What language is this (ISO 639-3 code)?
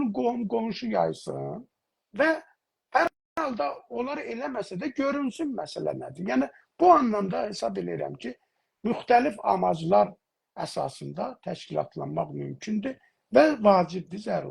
azb